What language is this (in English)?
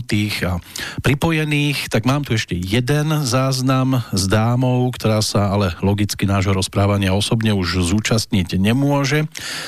Slovak